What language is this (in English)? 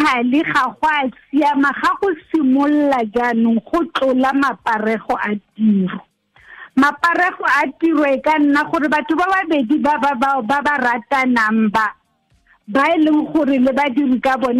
Tswana